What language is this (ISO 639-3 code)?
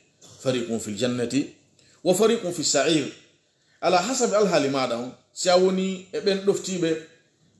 fuf